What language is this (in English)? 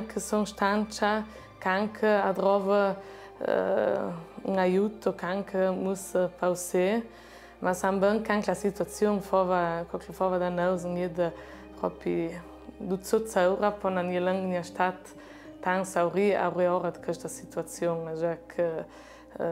Ladin